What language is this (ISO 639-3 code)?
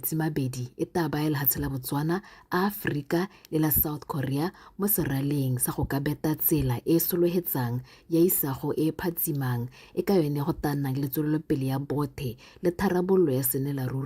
tsn